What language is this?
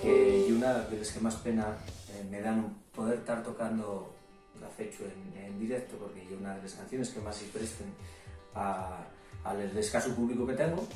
Asturian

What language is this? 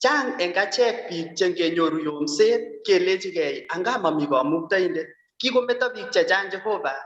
Kalenjin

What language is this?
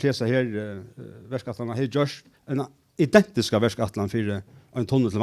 Faroese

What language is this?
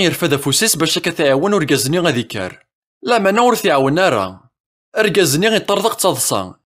Kabyle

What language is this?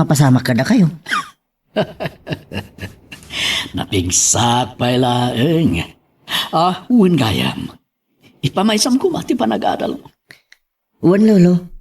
Iloko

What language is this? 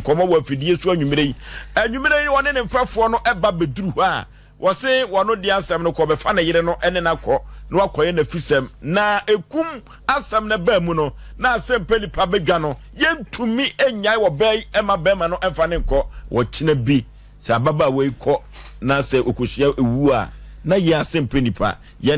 Akan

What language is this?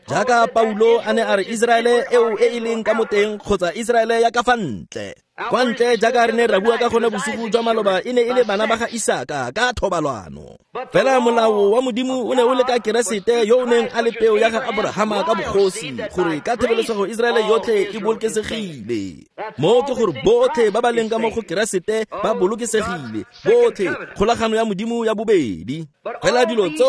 Tswana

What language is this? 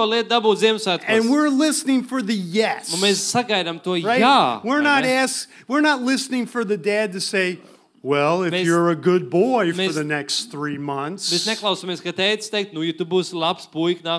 Latvian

